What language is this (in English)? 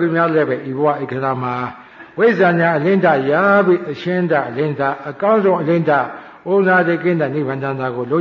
Burmese